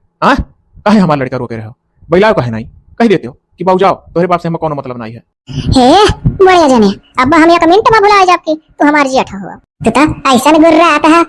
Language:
Awadhi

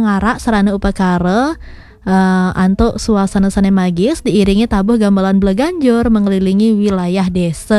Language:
Balinese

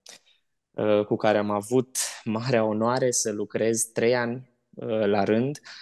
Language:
Romanian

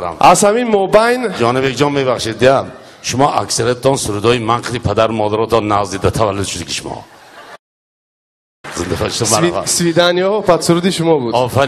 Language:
Persian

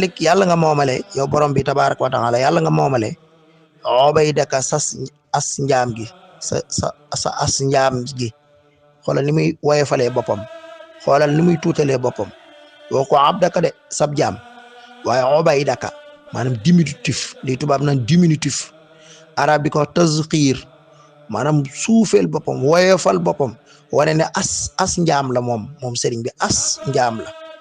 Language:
Wolof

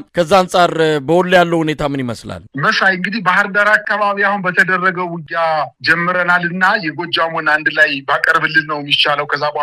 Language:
Amharic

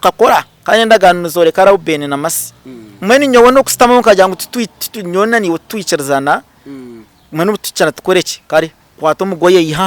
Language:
Nyankole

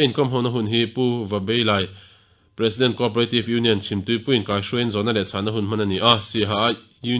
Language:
Mizo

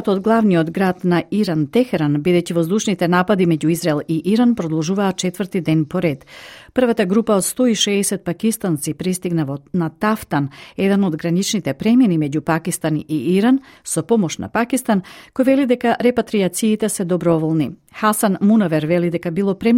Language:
Macedonian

